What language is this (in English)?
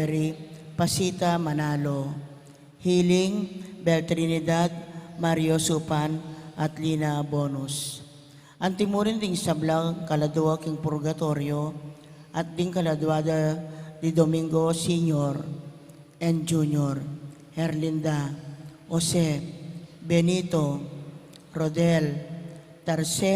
Pampanga